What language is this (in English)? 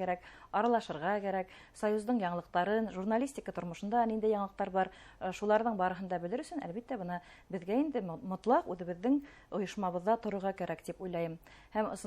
Bashkir